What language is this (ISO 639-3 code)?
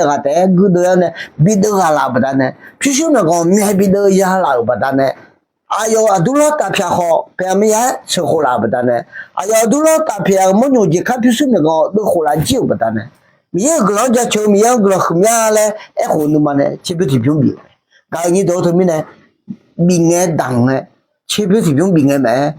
ahk